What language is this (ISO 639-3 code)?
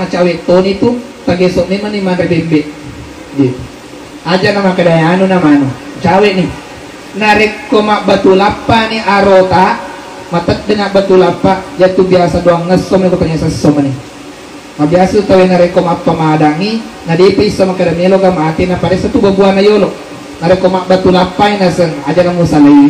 bug